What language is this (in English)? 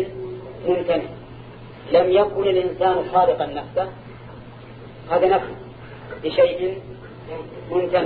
Arabic